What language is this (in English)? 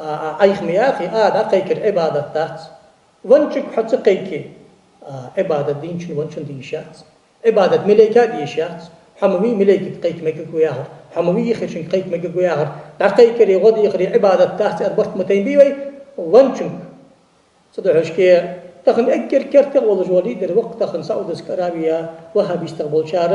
Ingush